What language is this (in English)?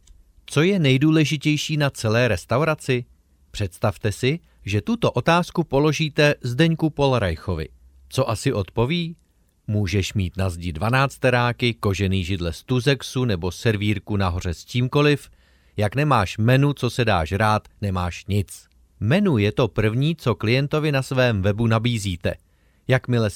Czech